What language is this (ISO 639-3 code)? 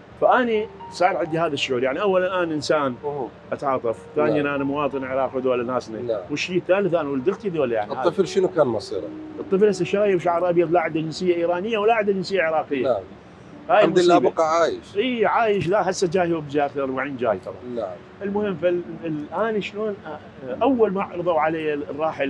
acm